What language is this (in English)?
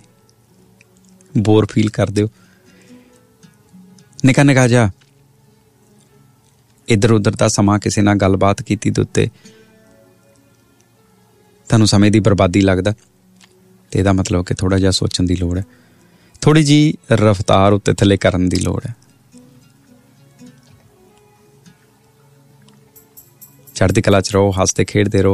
Punjabi